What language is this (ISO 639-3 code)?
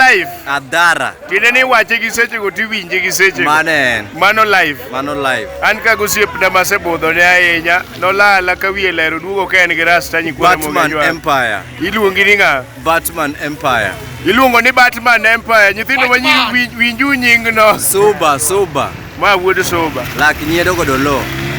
luo